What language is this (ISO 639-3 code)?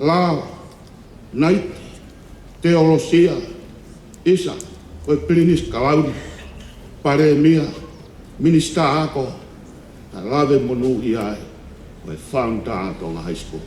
ton